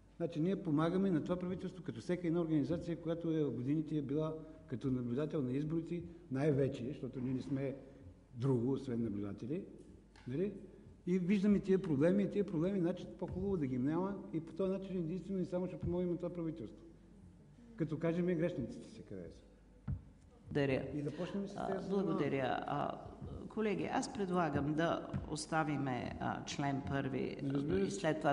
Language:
Bulgarian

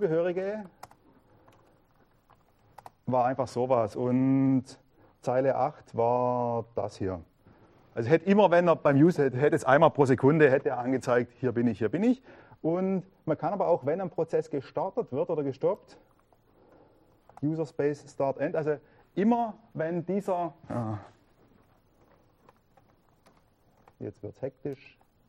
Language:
German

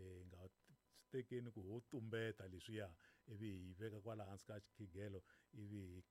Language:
Tsonga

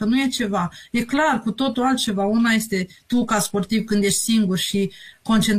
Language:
Romanian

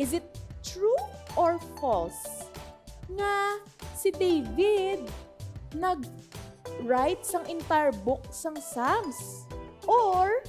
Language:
Hiligaynon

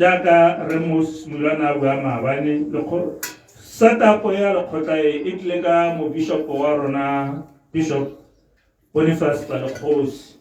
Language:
Tswana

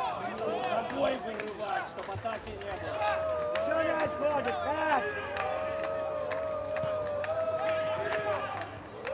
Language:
Russian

